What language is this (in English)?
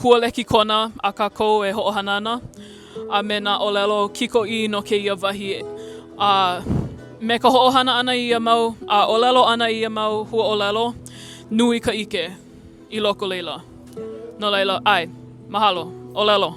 Hawaiian